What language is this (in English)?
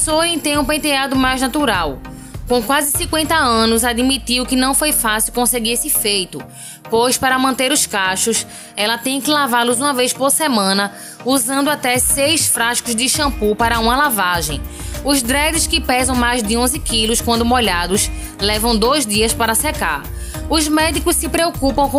Portuguese